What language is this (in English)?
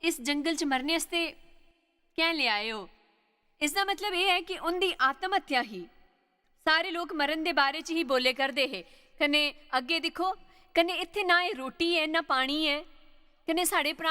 Dogri